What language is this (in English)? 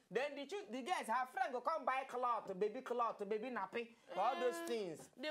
Nigerian Pidgin